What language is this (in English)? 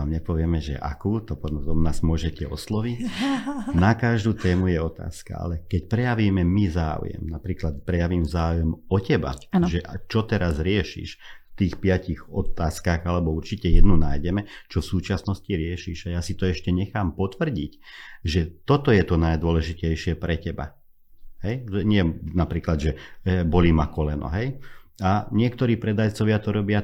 Slovak